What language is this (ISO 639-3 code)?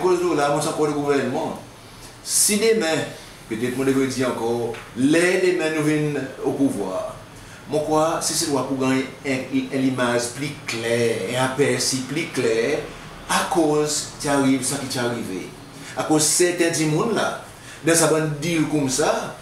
crs